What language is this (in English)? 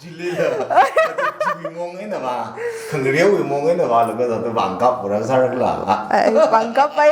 Tangkhul Naga (India)